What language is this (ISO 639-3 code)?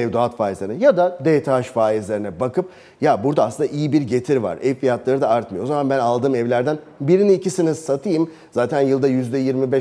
tur